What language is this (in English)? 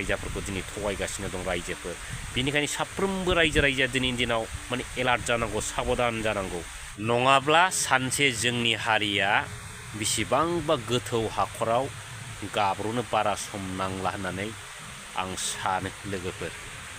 Bodo